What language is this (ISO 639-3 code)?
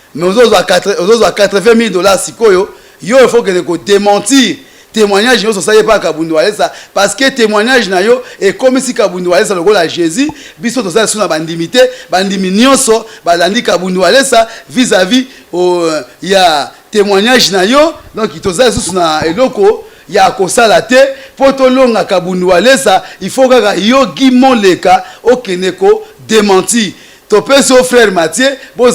lin